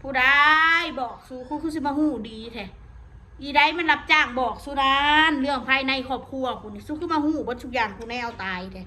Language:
Northeastern Thai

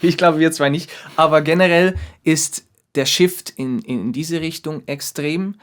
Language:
Swiss German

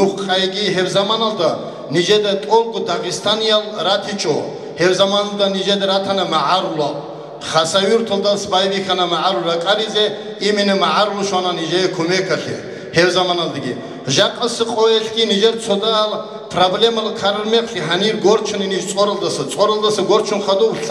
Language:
Avaric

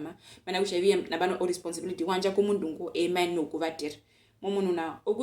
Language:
Herero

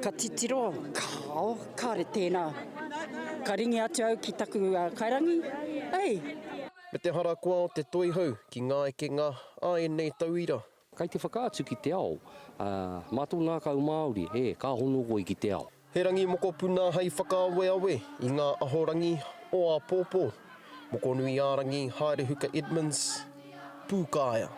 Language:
Māori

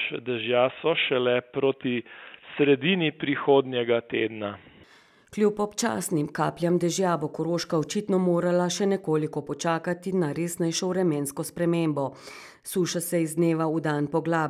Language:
Slovenian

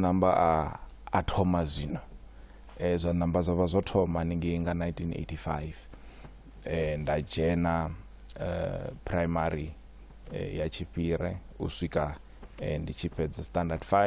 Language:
Venda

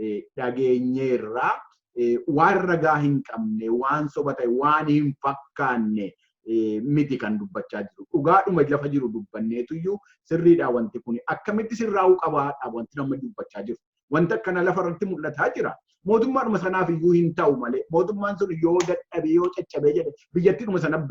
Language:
Oromo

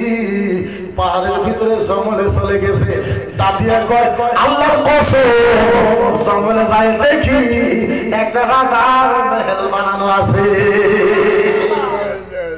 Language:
Bangla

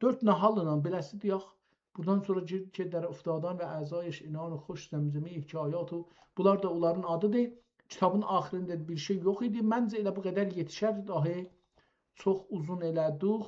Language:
South Azerbaijani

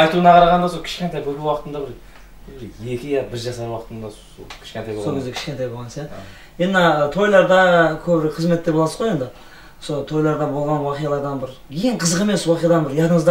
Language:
Kara-Kalpak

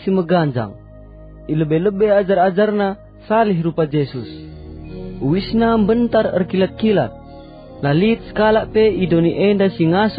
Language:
Batak Karo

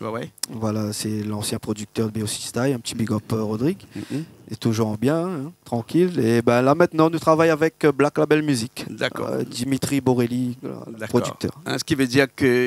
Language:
Réunion Creole French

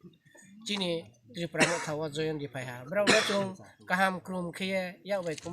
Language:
Kok Borok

